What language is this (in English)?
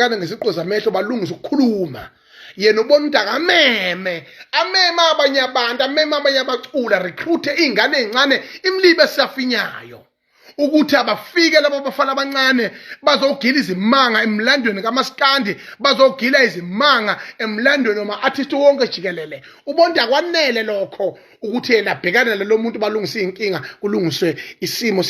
Zulu